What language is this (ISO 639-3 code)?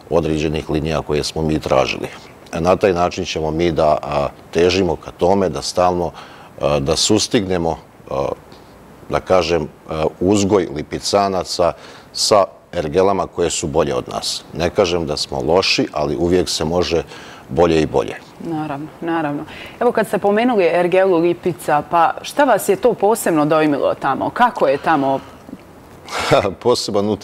bos